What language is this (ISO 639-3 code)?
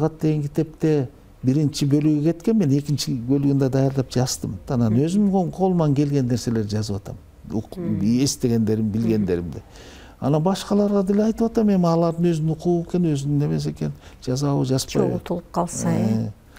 kir